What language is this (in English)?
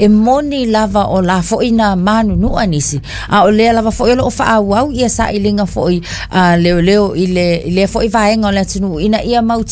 Samoan